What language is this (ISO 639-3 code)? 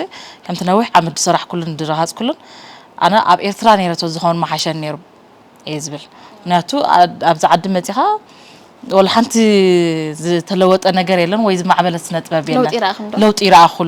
tir